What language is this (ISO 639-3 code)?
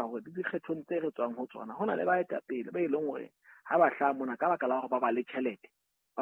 sot